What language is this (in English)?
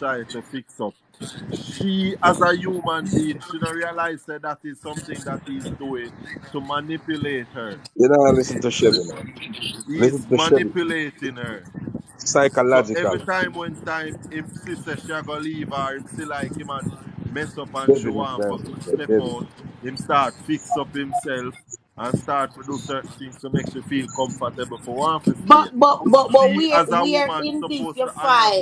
Jamaican Creole English